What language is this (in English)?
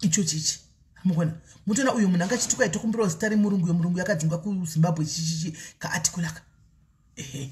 Shona